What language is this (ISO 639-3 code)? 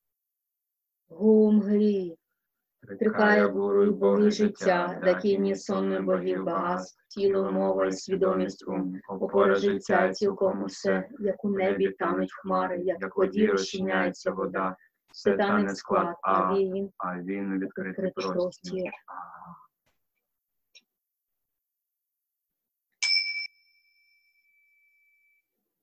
ukr